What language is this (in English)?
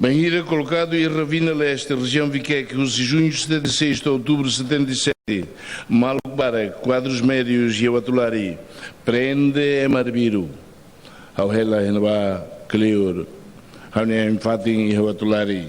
Tetum